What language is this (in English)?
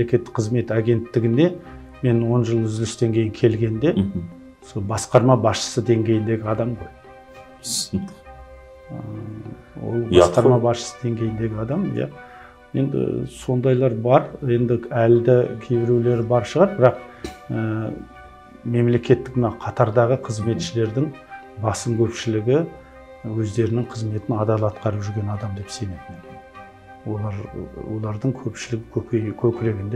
Kazakh